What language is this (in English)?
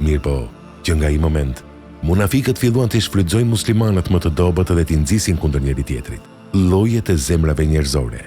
Albanian